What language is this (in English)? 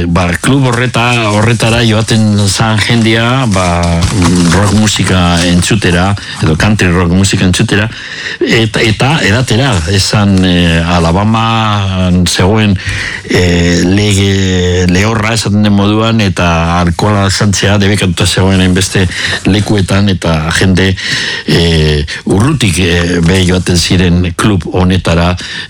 Basque